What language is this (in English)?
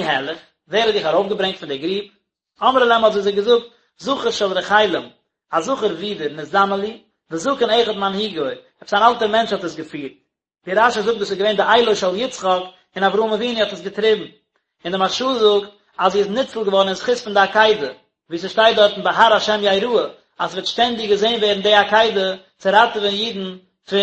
Yiddish